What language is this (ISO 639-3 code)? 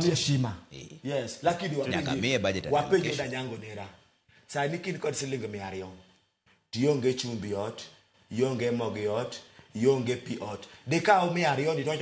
luo